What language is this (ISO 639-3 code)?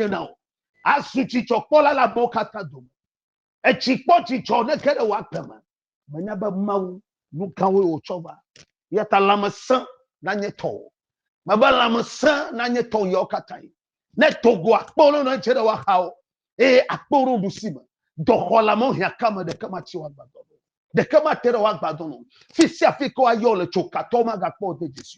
ewe